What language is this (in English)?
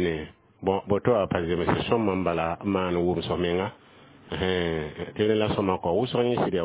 Mossi